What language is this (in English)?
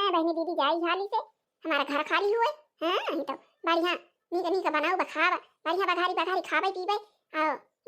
Awadhi